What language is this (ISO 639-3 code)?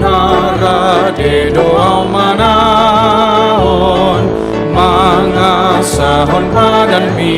bbc